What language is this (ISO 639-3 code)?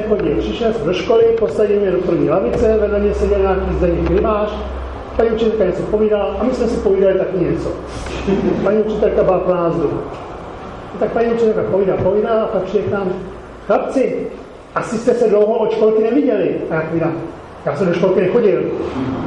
ces